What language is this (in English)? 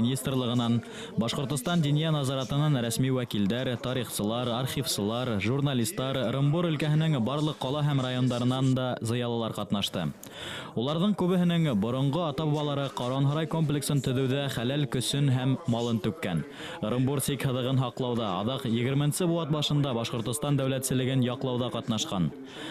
Bashkir